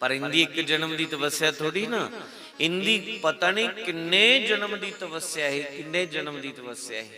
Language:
Dogri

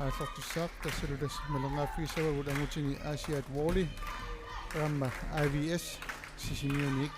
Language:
Kalaallisut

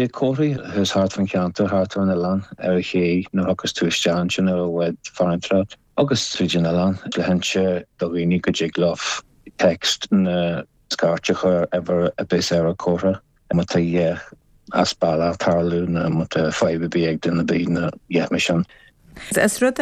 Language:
Irish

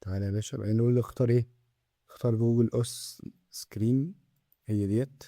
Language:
Egyptian Arabic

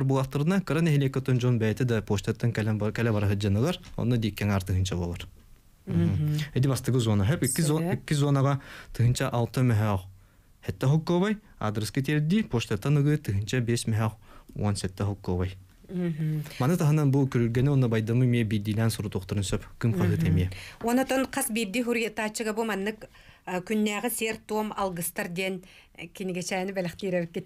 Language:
Yakut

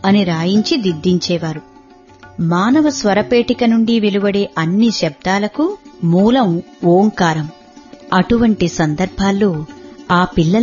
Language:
Telugu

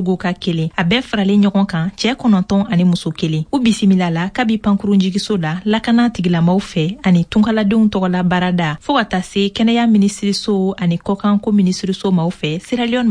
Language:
Bambara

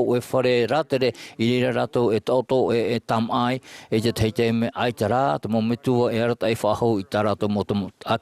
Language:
Tahitian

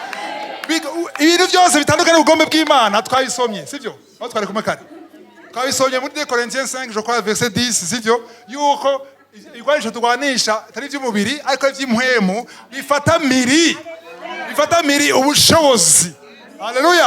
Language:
Rundi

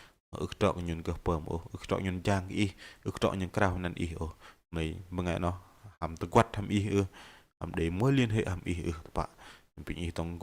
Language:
Bahnar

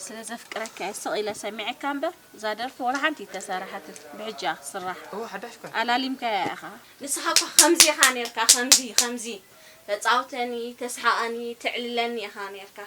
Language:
Tigrinya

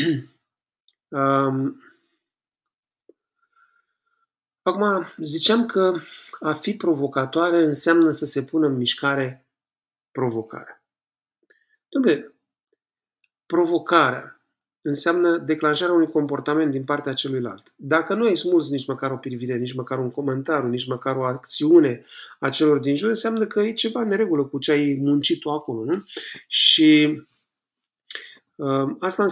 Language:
Romanian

